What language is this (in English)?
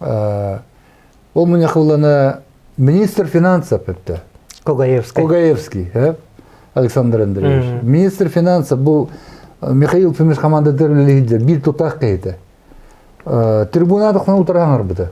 Yakut